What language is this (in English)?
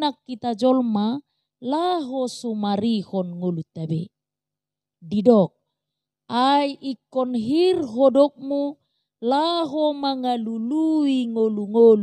Batak Toba